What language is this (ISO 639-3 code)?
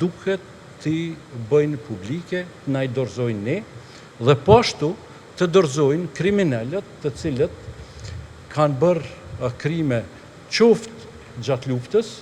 sqi